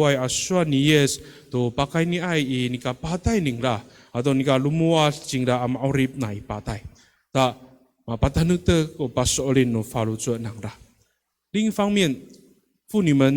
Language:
Amis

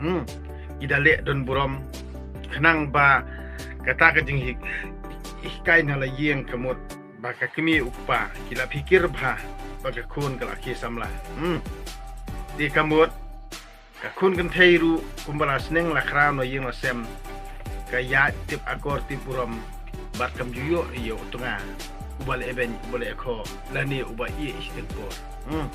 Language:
Khasi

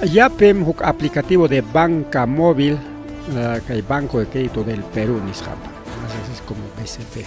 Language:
Ayacucho Quechua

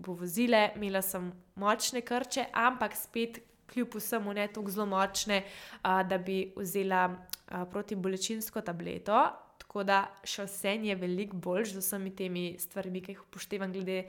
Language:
Slovenian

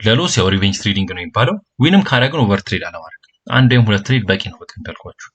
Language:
Amharic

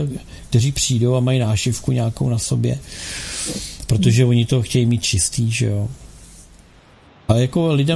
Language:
Czech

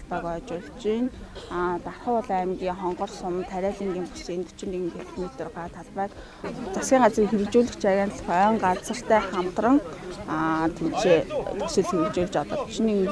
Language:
Mongolian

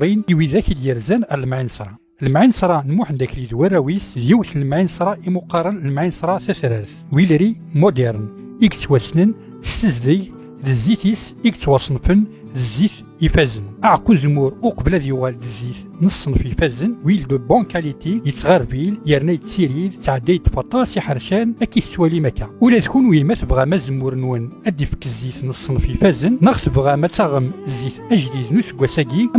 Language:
Kabyle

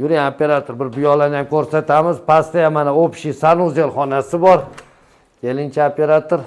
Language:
Uzbek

